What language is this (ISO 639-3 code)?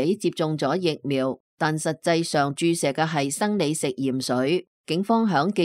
yue